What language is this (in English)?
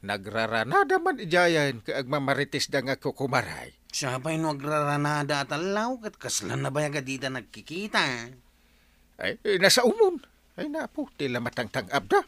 Iloko